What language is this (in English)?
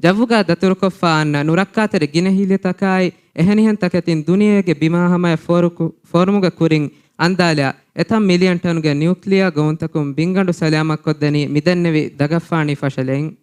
Divehi